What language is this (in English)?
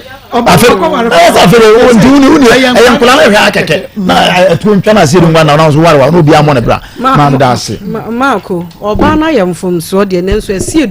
Akan